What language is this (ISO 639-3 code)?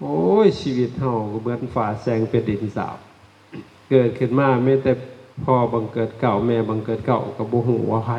lao